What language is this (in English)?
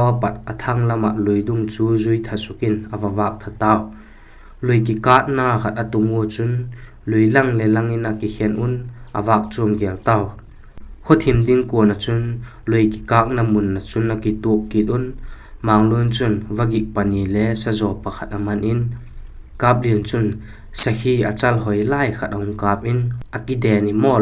Vaiphei